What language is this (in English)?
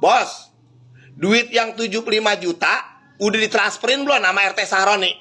Betawi